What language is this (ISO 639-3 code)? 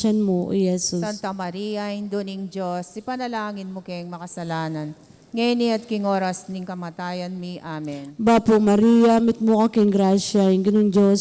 pam